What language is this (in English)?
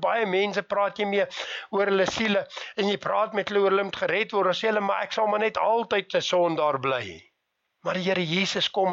Afrikaans